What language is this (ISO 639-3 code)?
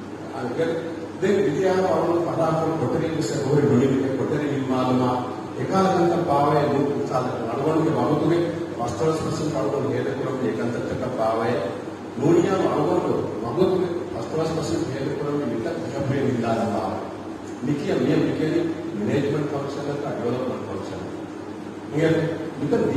div